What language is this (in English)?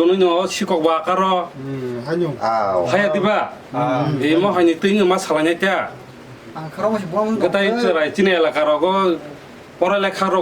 Kok Borok